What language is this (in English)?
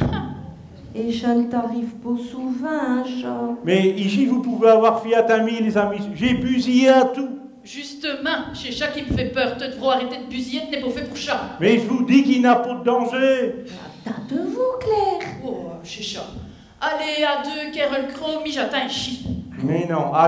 Picard